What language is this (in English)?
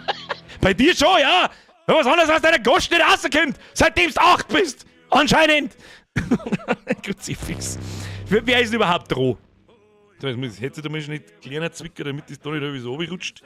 Bavarian